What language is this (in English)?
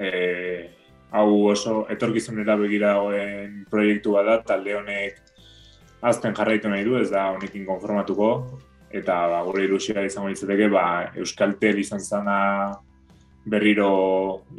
Basque